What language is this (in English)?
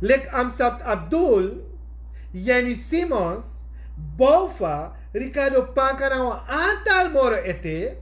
Sranan Tongo